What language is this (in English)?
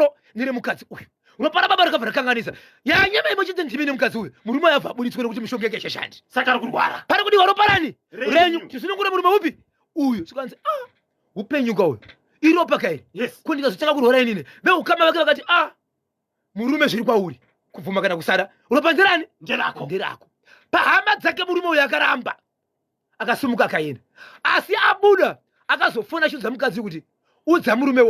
Shona